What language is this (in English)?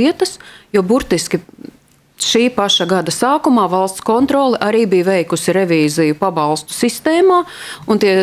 Latvian